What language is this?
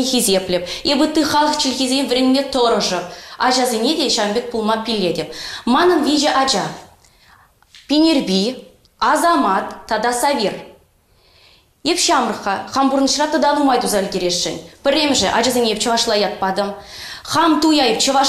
Chuvash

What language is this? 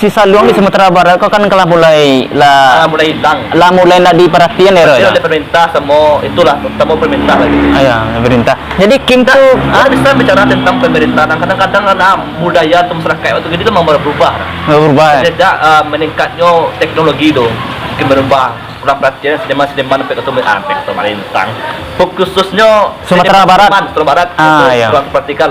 Minangkabau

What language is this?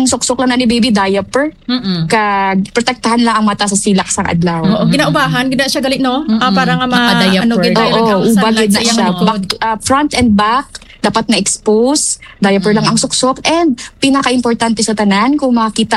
Hiligaynon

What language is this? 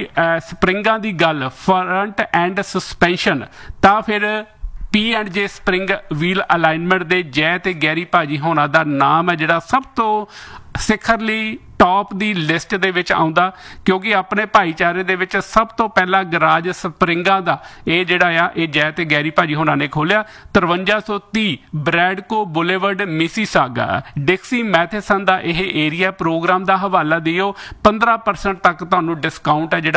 Punjabi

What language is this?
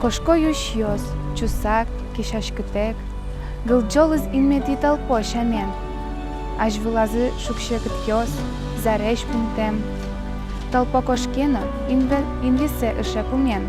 Udmurt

